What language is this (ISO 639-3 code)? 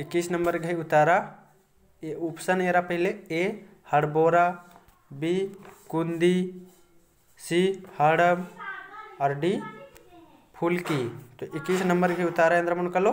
kru